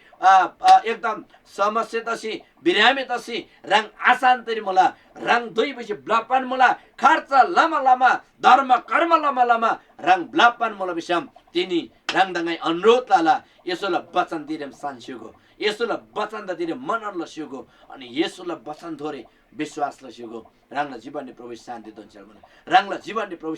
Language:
Eastern Tamang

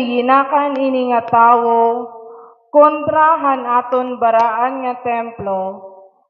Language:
Waray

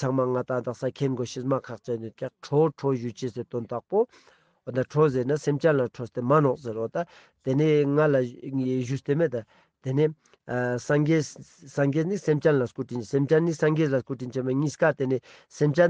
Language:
Ladakhi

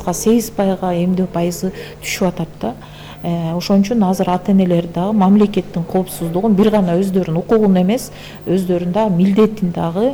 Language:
Kyrgyz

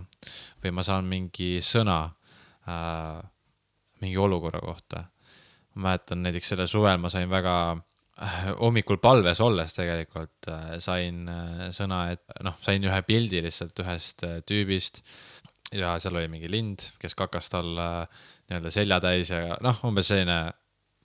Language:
Estonian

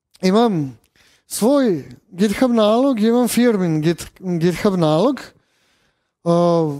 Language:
Serbian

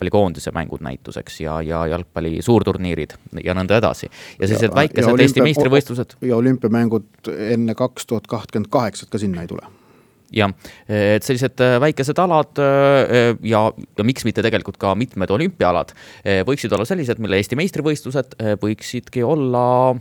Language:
Estonian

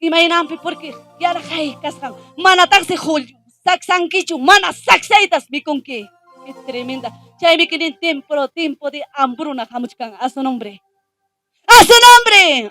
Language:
Ayacucho Quechua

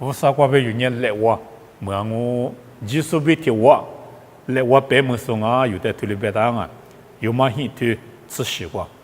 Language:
Lisu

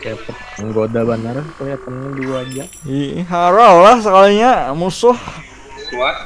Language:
Banjar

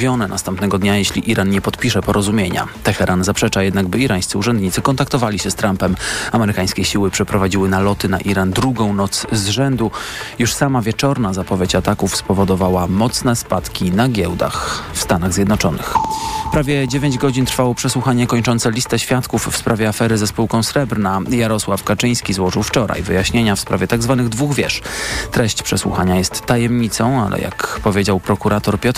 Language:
Polish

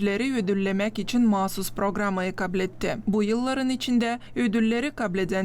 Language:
Gagauz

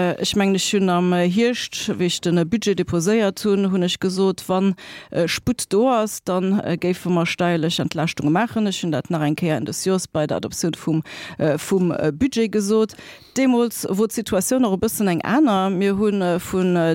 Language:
Luxembourgish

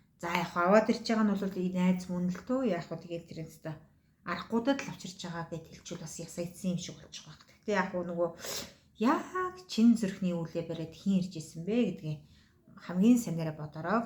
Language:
Mongolian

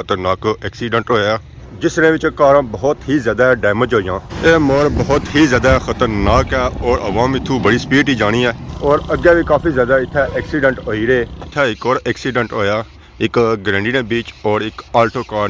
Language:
Pahari-Potwari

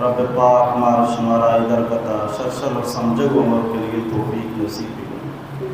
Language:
Baluchi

